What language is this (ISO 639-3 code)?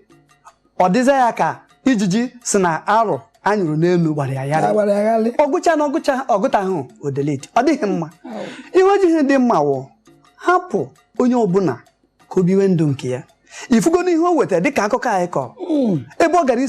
ibo